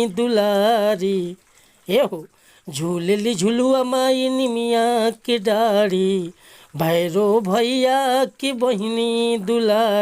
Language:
Bhojpuri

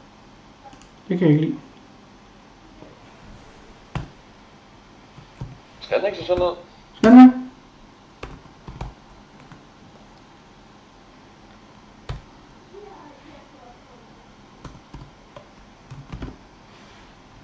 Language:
Danish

